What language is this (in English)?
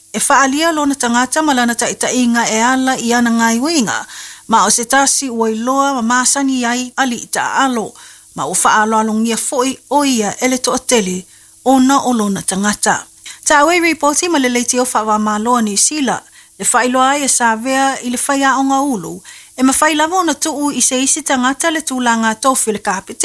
Samoan